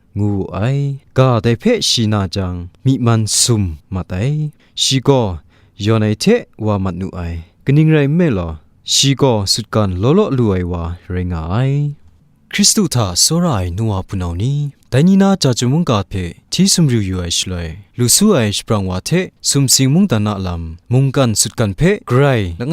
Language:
Kachin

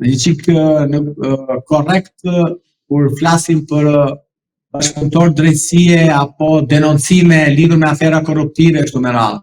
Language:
Albanian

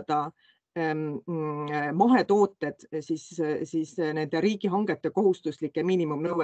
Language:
Estonian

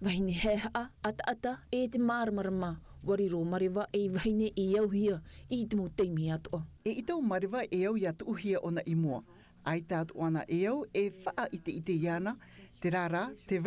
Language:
Tahitian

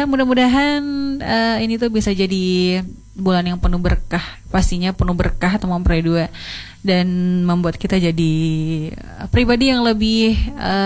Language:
Indonesian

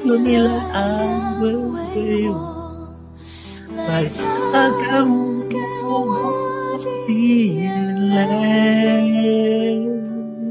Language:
Chinese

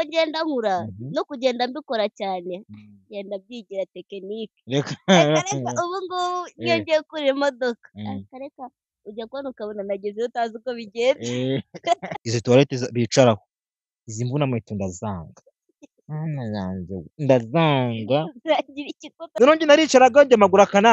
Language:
Kinyarwanda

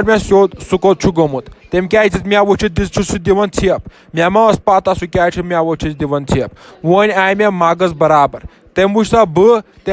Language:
Kashmiri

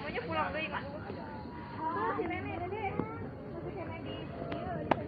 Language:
Sundanese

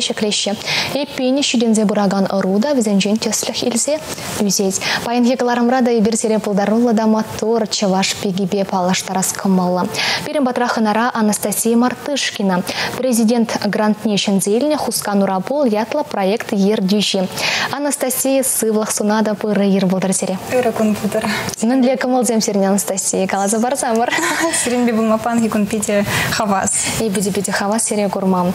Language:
Chuvash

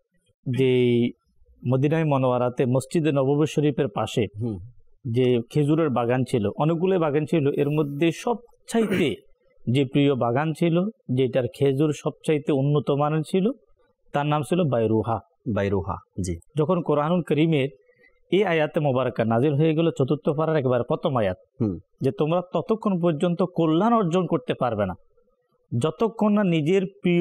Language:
Bangla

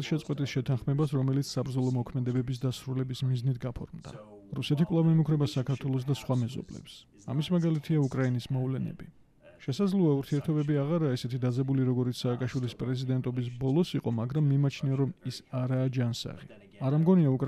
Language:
Georgian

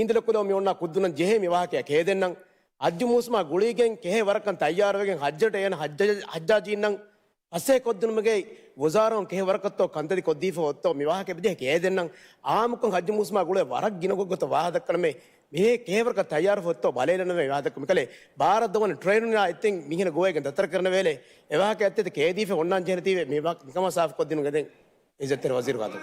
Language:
Divehi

